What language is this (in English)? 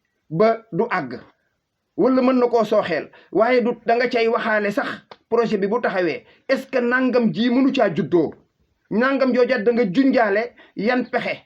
Wolof